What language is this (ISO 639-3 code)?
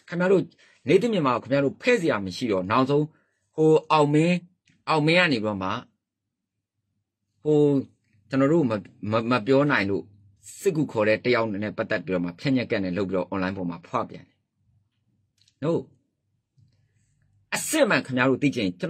mya